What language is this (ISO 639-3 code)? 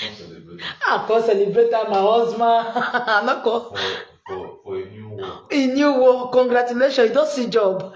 pcm